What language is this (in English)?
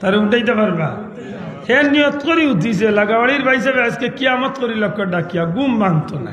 Sylheti